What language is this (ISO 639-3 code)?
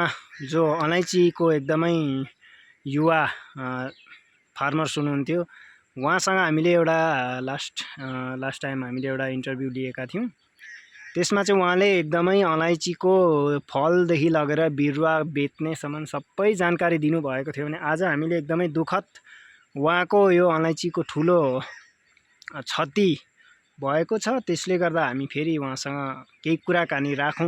nep